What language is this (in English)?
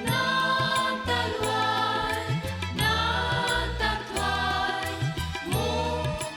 Konkani